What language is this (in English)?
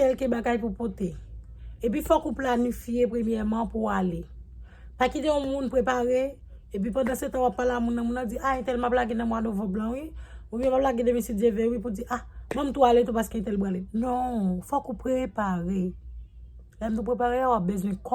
Haitian Creole